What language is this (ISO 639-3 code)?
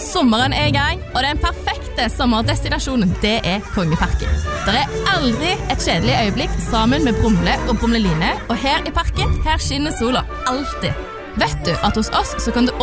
nor